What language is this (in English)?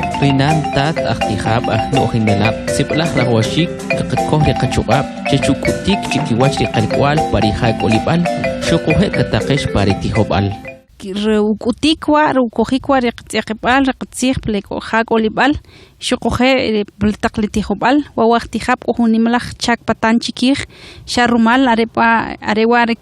Kʼicheʼ